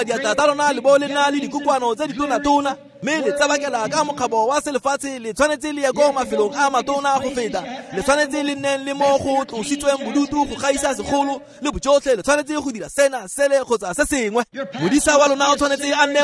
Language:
Tswana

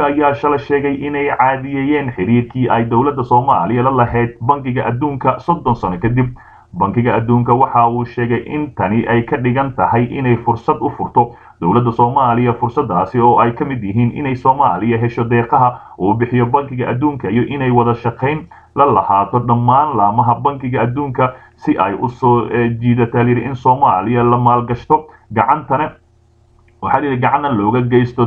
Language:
Somali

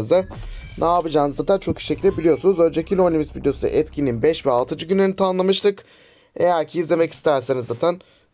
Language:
Turkish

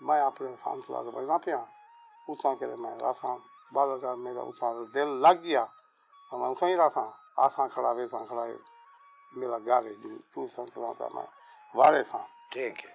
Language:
Saraiki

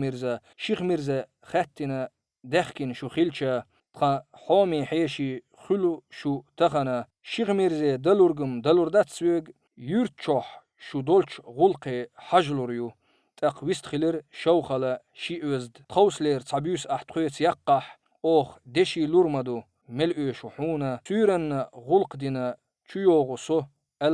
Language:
Chechen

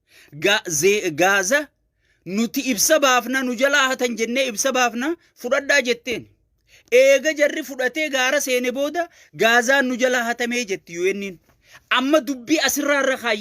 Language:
Oromo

